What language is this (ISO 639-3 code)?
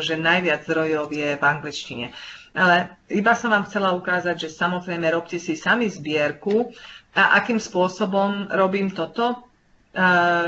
slk